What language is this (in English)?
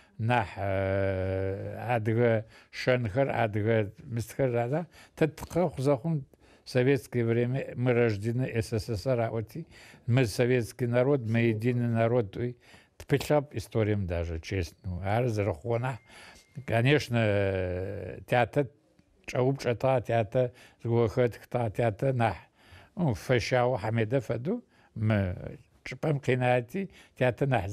Adyghe